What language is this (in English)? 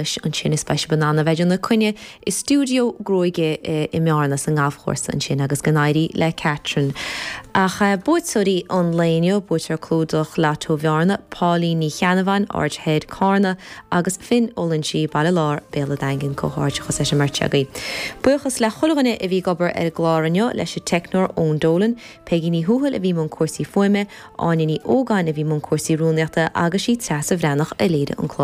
Irish